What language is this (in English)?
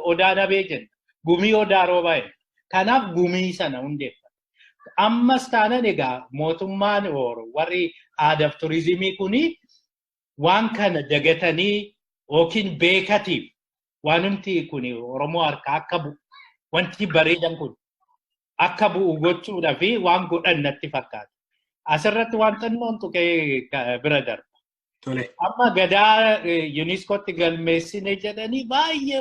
Oromo